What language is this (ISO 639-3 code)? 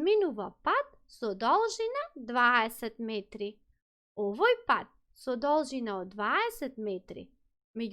mkd